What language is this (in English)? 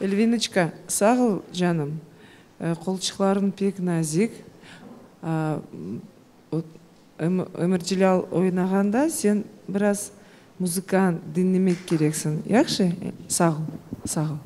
Crimean Tatar